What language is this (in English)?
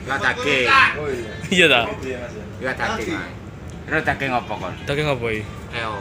Javanese